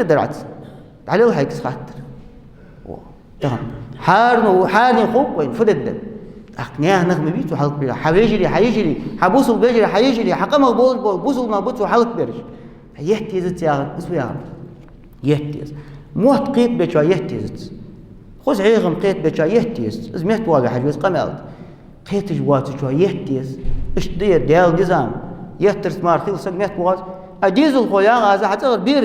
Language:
Ingush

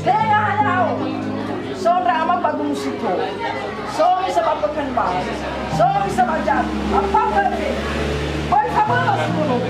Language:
Nias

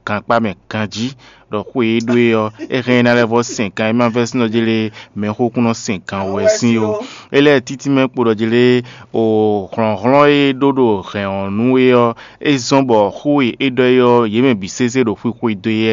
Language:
Fon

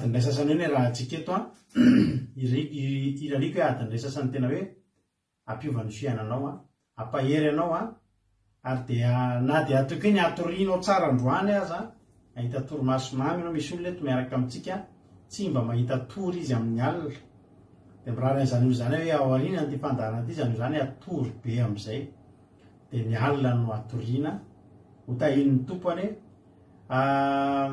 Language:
Malagasy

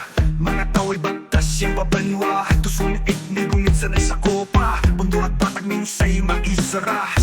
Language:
Bantoanon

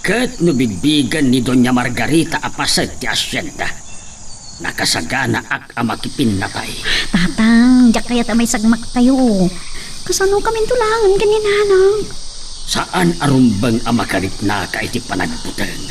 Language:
Iloko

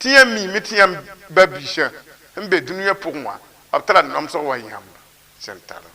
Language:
Mossi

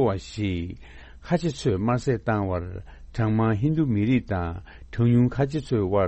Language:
Tibetan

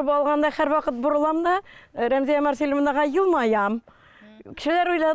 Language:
Tatar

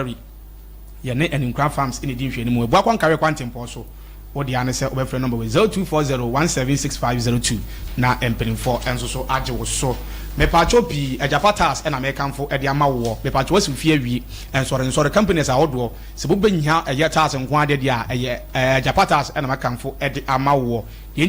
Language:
Akan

